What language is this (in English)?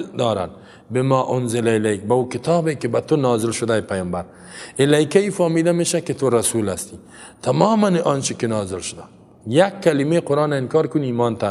Persian